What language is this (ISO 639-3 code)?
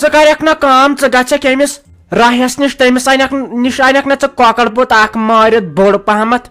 kas